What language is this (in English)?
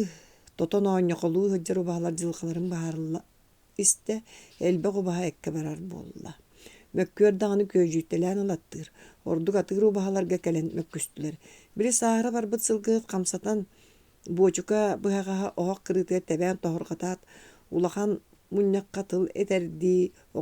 Yakut